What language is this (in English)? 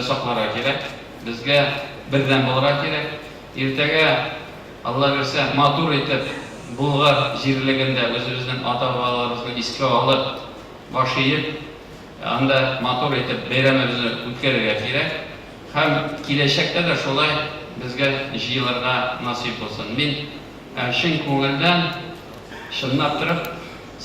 Tatar